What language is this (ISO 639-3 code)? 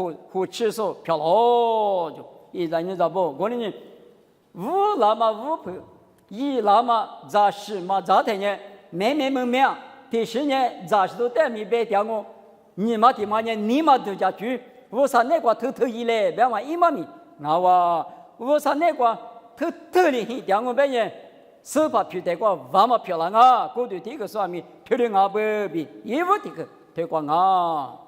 lis